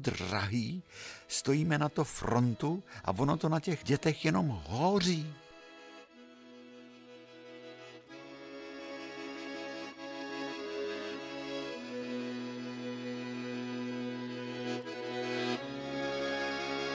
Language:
Czech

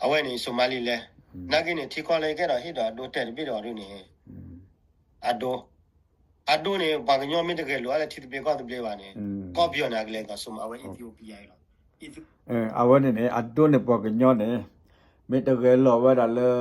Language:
S'gaw Karen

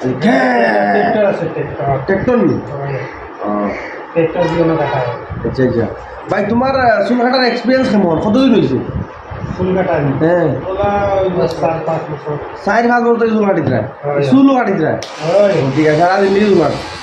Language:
Sylheti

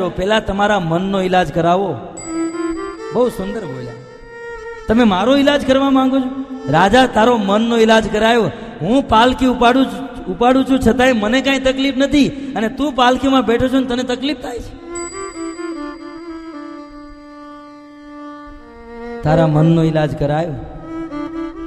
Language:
Gujarati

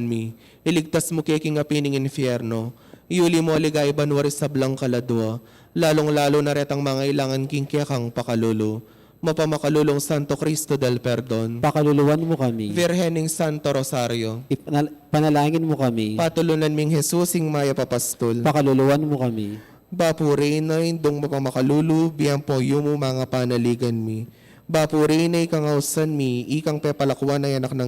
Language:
Pampanga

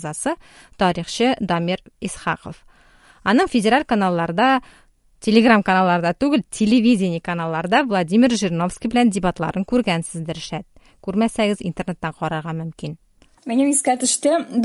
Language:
Tatar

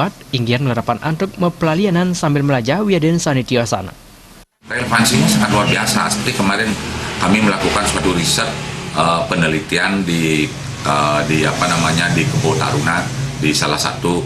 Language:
Balinese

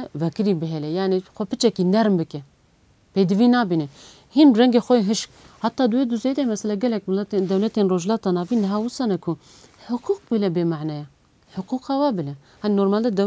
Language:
Kurdish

